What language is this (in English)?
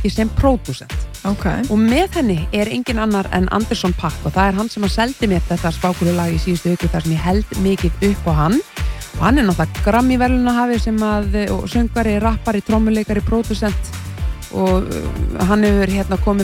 Icelandic